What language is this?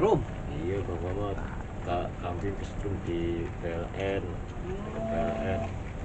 Betawi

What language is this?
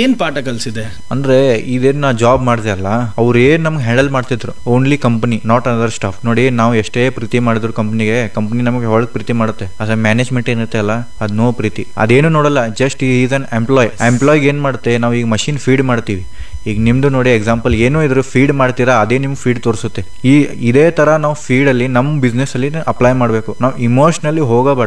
Kannada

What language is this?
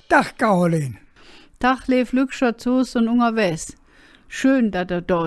Colognian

